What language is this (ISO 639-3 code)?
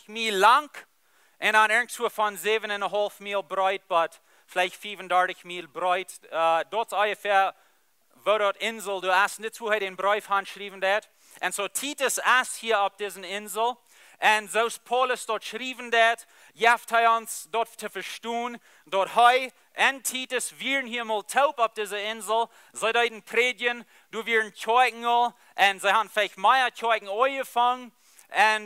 pdt